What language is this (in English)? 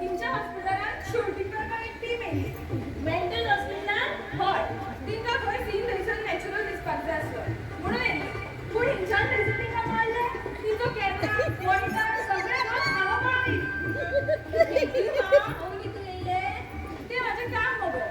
Konkani